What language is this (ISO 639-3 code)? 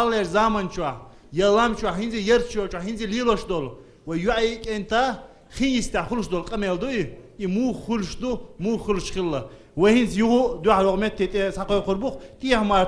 che